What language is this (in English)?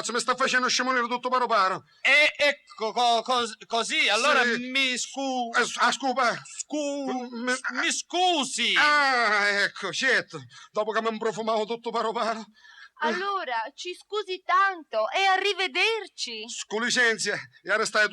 Sicilian